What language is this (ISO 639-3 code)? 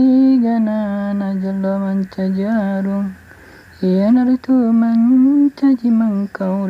bug